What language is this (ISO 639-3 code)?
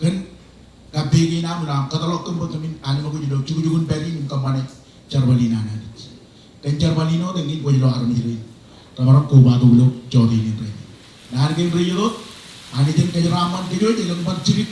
mah